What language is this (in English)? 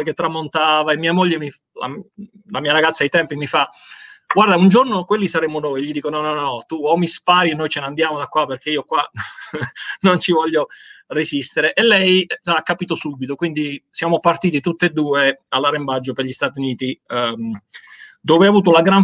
Italian